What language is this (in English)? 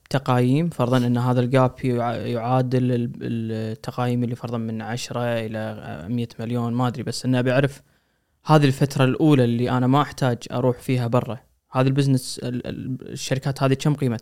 Gulf Arabic